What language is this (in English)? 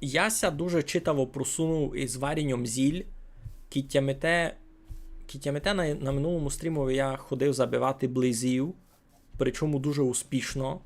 Rusyn